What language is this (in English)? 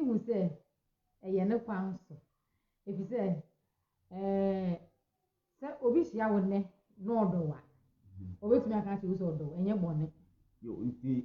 Akan